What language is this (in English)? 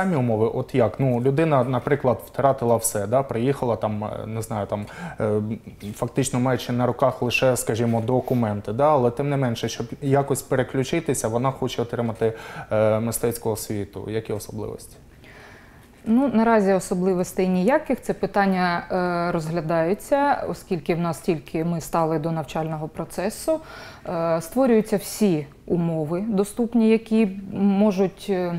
Ukrainian